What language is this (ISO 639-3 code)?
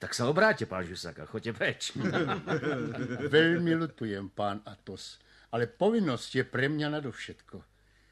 slk